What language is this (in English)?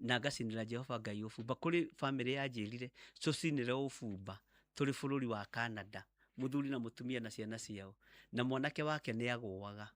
Kikuyu